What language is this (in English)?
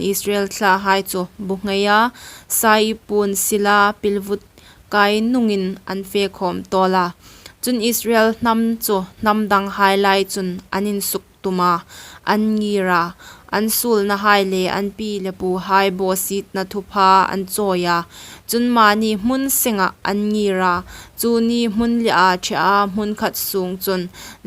Hmar